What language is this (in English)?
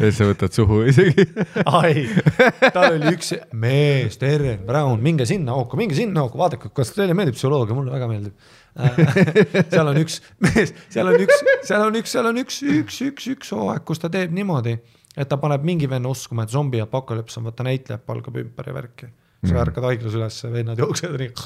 Estonian